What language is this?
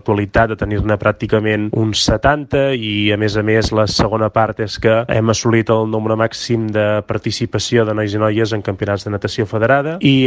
Catalan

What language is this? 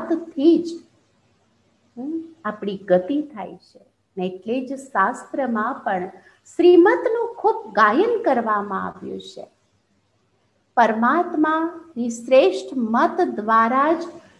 Gujarati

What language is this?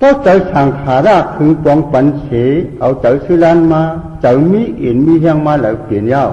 Shan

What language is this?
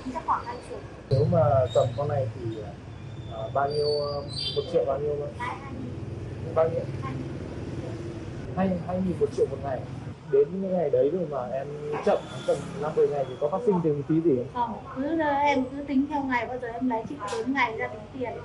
Vietnamese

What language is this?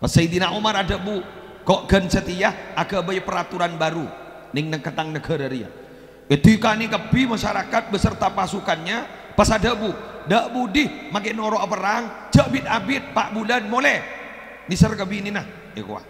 Madurese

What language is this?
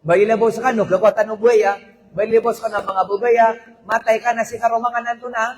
Maranao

